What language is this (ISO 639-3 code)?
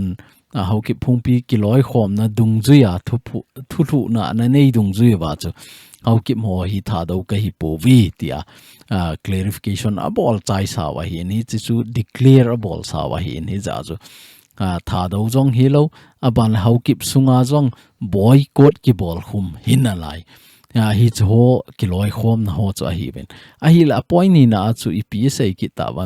tcz